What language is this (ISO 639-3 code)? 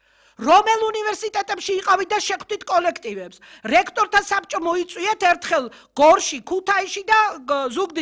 kat